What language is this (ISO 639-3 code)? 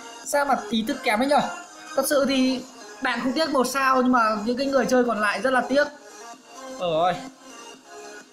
vie